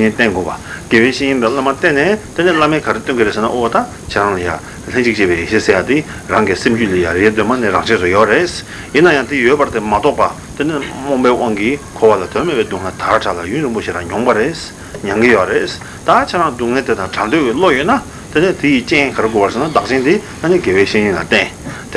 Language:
Tibetan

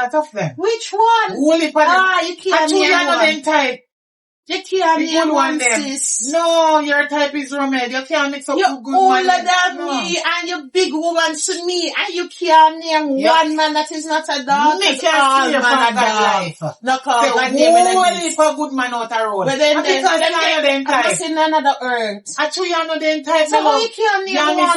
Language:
Jamaican Creole English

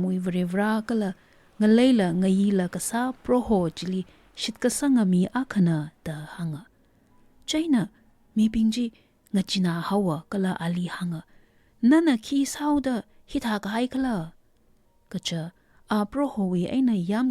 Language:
Tangkhul Naga (India)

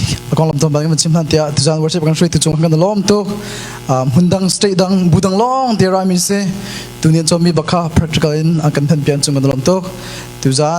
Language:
Hakha Chin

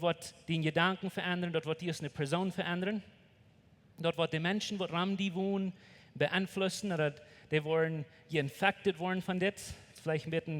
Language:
Plautdietsch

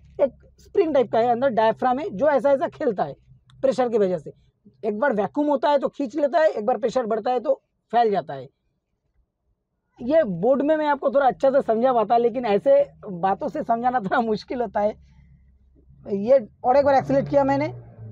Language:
Hindi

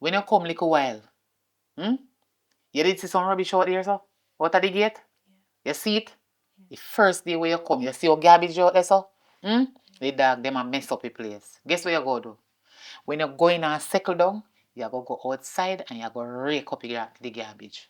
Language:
Jamaican Creole English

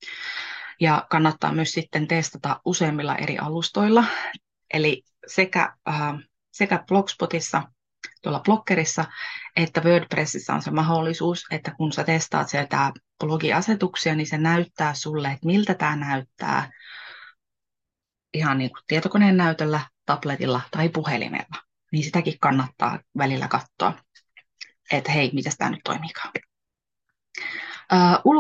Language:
Finnish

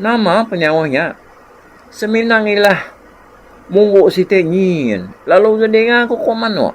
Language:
Iban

